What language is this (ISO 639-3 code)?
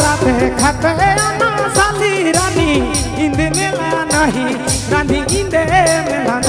sck